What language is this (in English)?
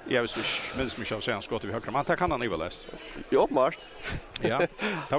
Faroese